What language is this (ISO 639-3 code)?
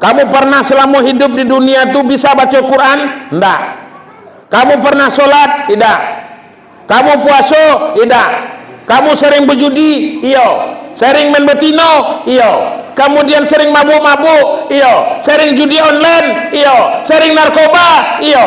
min